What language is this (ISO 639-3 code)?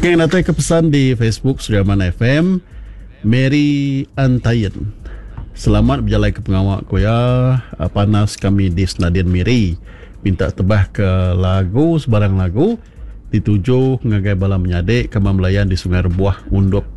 iba